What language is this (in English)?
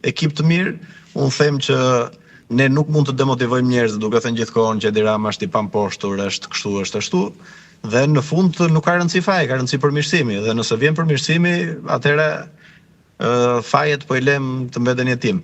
Albanian